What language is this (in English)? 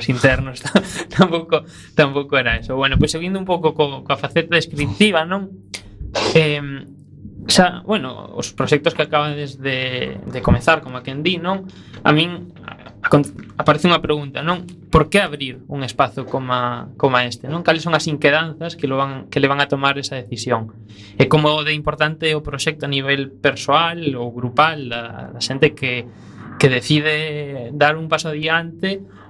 Galician